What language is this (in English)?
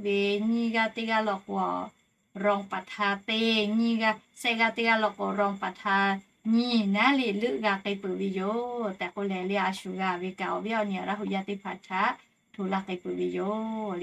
Lahu